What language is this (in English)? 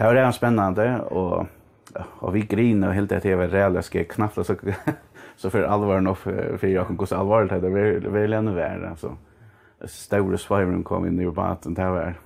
Faroese